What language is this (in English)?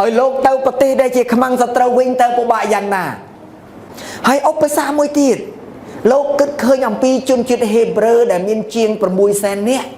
Khmer